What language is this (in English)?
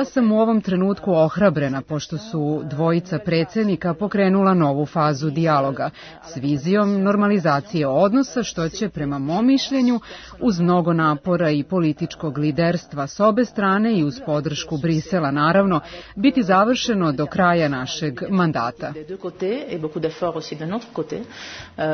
Serbian